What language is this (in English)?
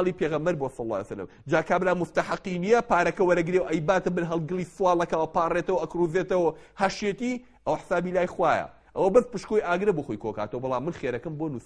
Central Kurdish